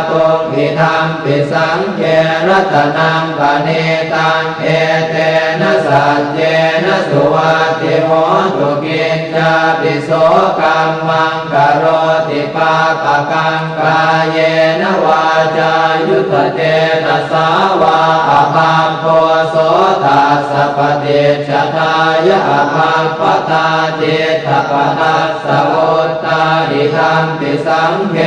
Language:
Pali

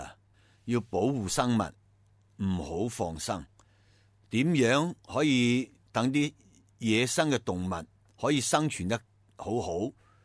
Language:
Cantonese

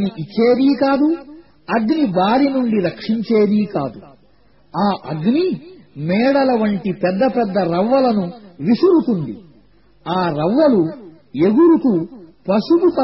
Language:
Telugu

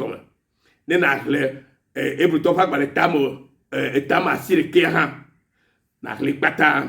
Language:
Ewe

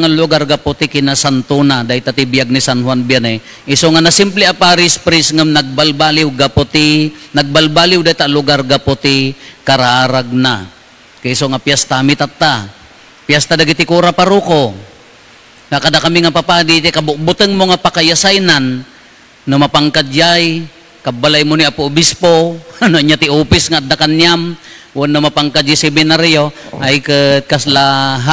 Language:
Iloko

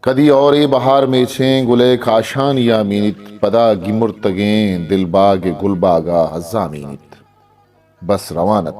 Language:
Eastern Balochi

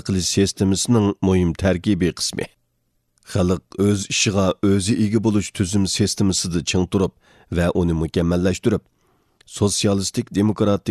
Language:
Uyghur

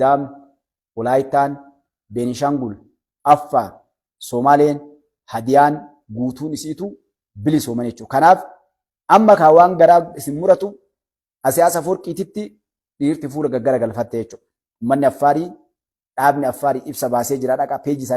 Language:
Oromo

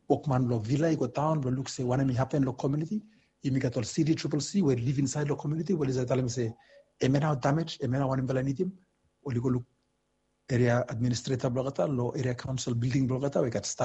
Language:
Bislama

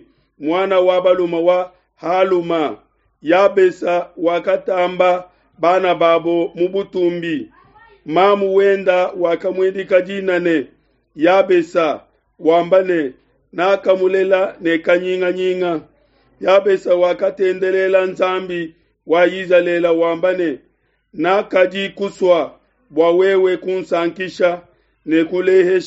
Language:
Luba-Lulua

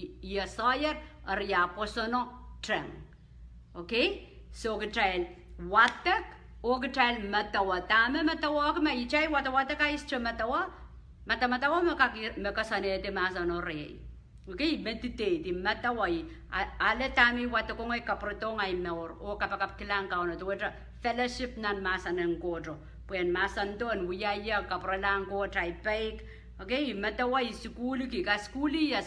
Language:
Pohnpeian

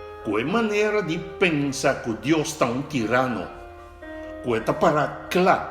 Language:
Papiamento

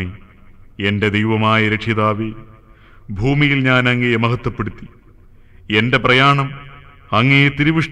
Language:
Malayalam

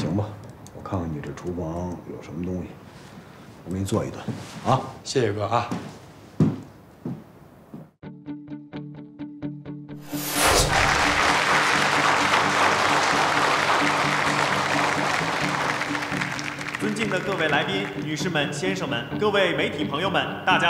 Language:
Chinese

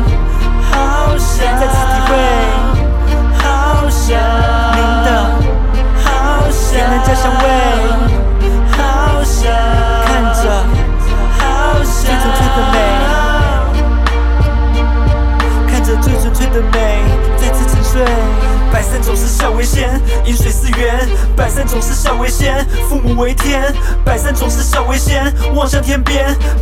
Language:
Chinese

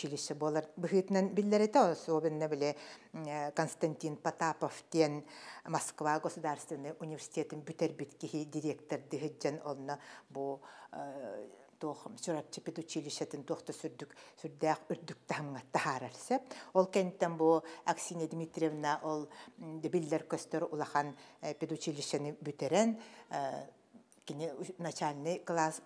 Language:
Yakut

